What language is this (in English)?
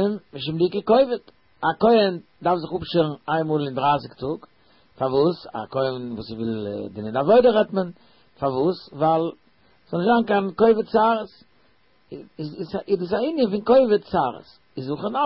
Yiddish